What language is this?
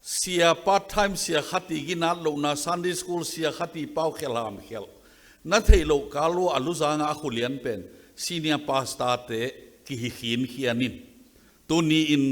Tedim Chin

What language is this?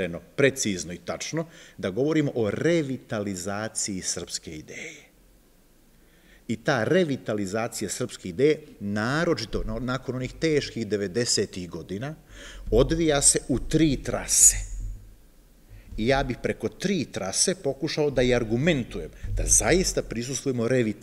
Serbian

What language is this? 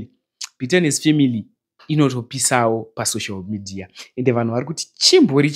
Shona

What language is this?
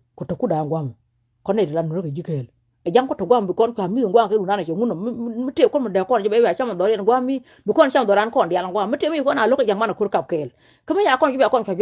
Nuer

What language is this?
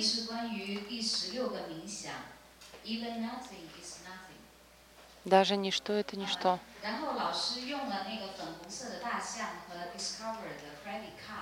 Russian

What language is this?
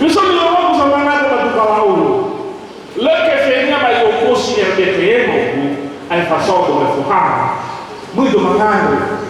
Nias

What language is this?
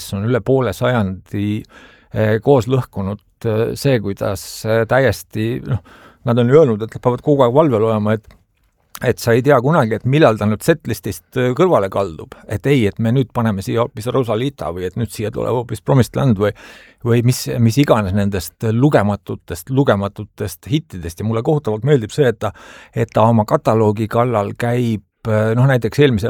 Estonian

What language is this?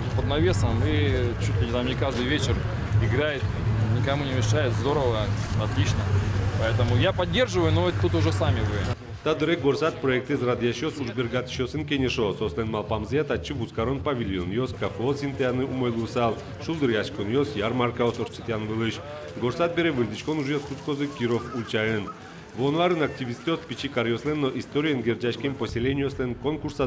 Udmurt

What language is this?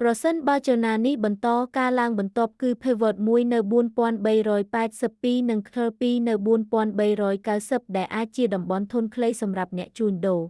Khmer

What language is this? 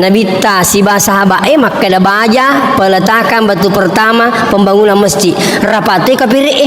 Buginese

